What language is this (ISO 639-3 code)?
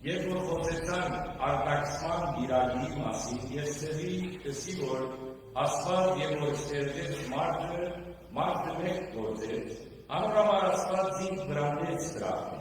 hyw